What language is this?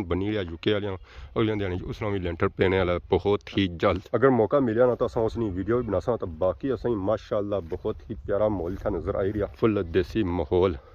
Pahari-Potwari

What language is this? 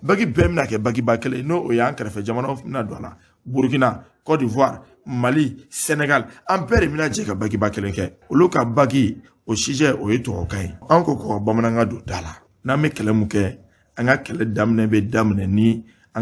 Bambara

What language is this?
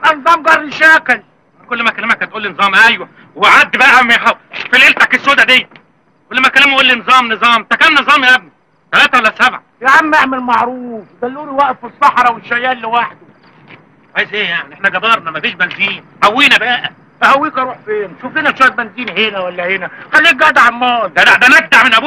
Egyptian Arabic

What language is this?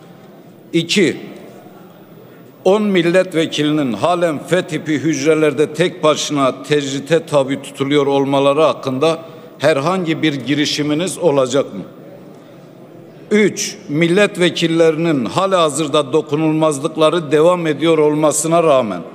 Turkish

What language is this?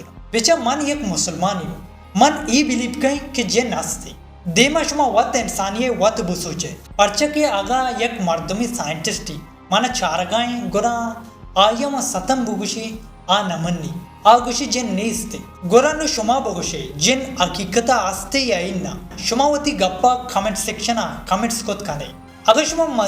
Baluchi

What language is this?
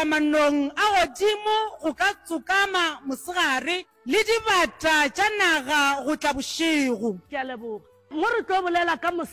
Northern Sotho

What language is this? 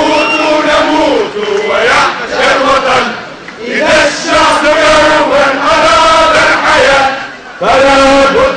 Tunisian Arabic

